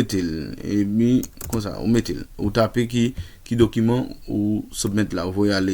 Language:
Haitian Creole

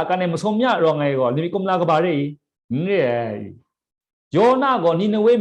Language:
Kachin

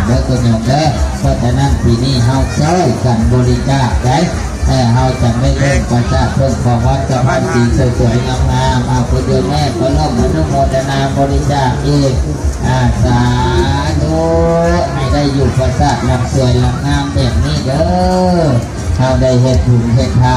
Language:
Lao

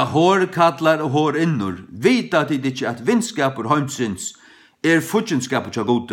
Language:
Faroese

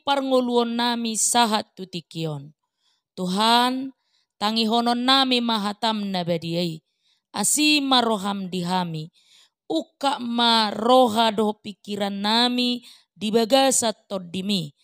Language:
Batak Toba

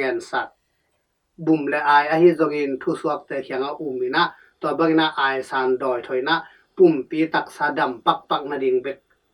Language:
Tedim Chin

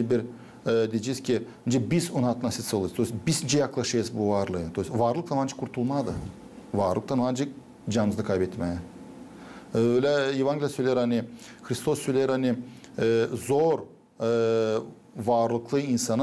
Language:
Gagauz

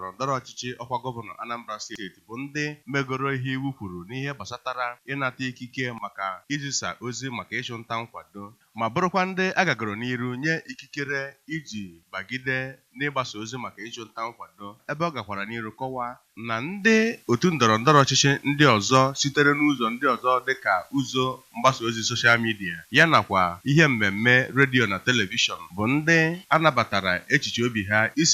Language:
Igbo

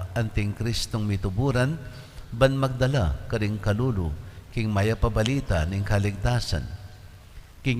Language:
Pampanga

